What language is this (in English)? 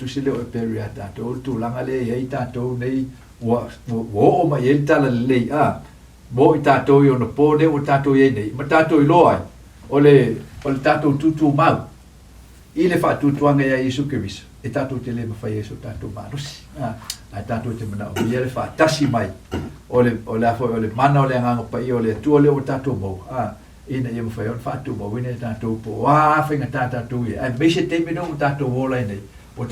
Samoan